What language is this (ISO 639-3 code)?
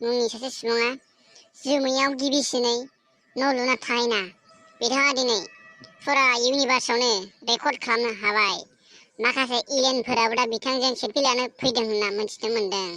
brx